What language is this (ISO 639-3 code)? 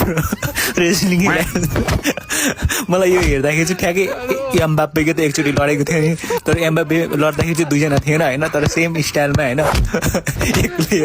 nep